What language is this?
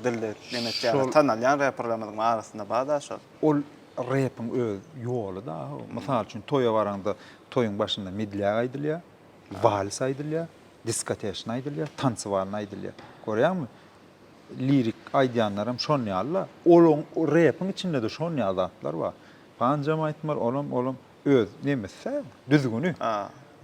Turkmen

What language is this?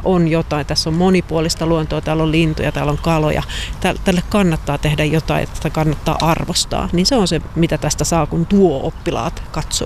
Finnish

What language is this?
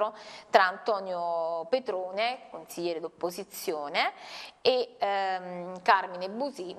Italian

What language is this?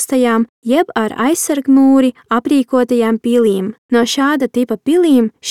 Latvian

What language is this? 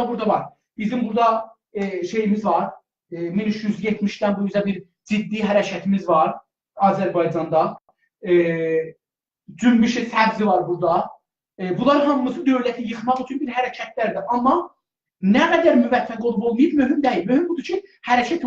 South Azerbaijani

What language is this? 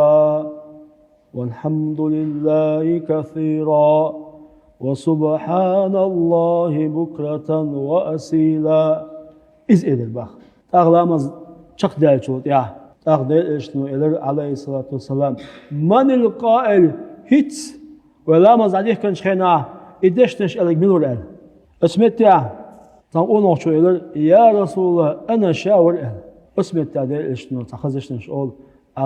Chechen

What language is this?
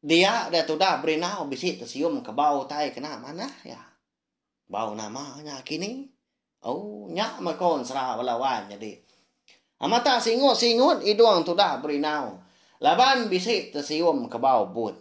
Iban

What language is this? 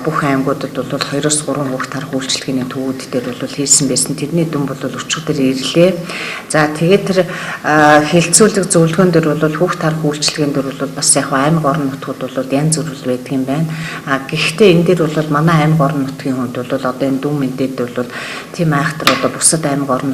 Mongolian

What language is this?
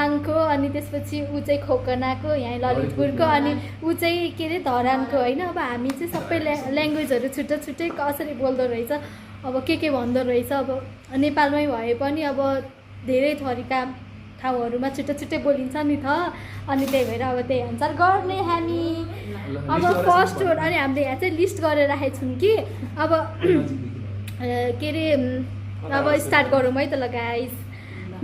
Nepali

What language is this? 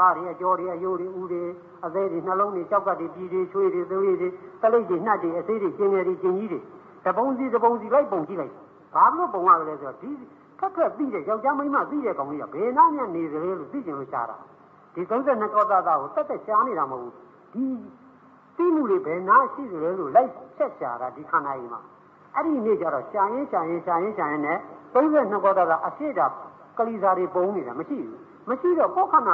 Burmese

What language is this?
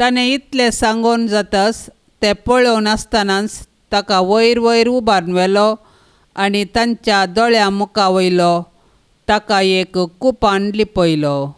Konkani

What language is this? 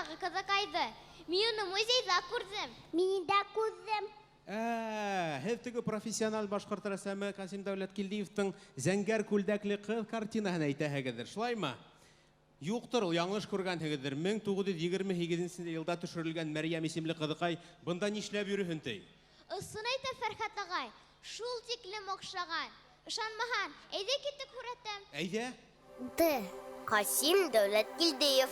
Bashkir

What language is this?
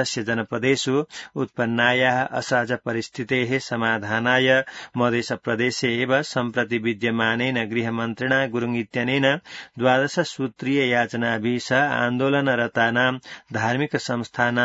Sanskrit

